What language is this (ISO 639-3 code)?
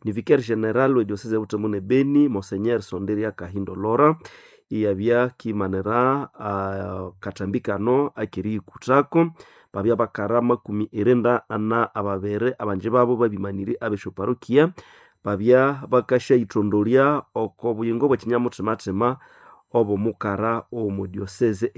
nnb